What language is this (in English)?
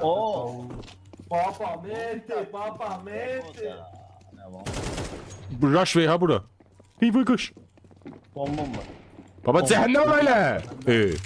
South Azerbaijani